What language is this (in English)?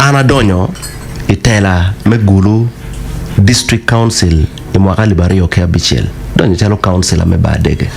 Acoli